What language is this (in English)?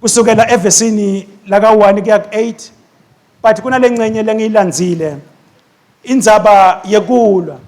Swati